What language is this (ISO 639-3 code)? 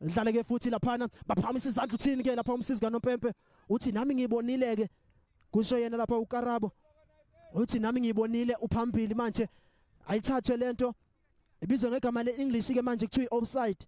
zul